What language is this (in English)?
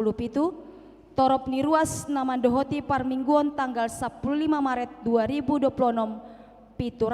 Batak Toba